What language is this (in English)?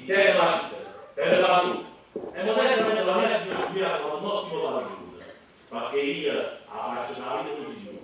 Neapolitan